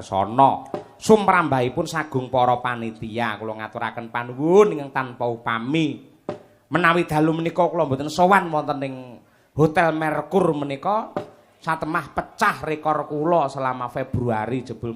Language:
Javanese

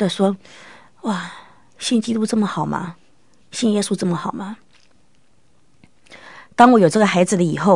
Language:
Chinese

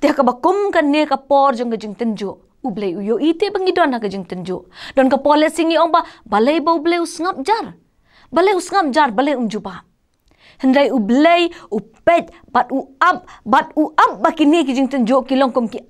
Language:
Khasi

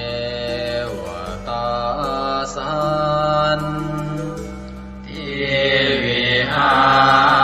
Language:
Pali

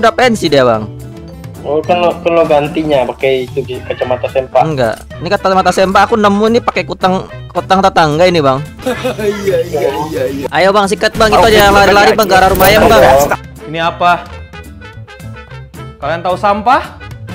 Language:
Indonesian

